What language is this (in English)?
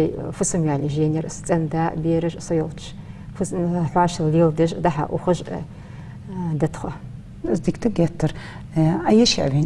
Ingush